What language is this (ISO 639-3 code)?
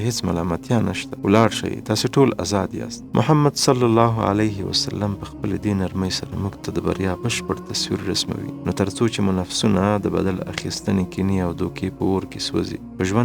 pus